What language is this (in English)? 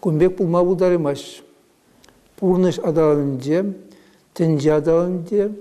Chuvash